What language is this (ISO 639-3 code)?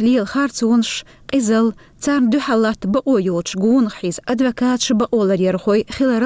che